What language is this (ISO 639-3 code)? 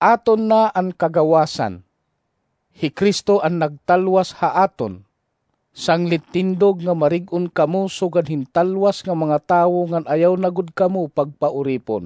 war